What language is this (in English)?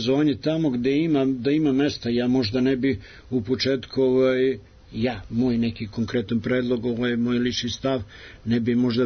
Serbian